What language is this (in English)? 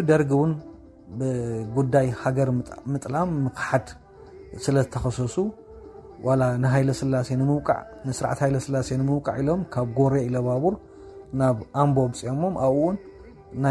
Tigrinya